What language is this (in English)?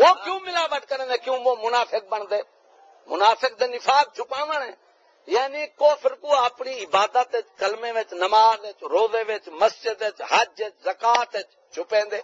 Saraiki